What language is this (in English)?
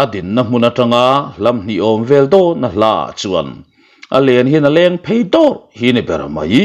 Mizo